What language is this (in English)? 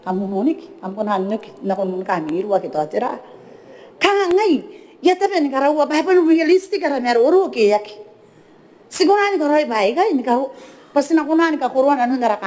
Gilbertese